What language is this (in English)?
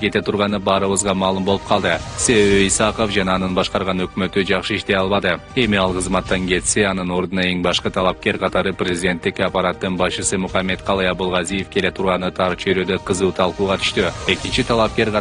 Kyrgyz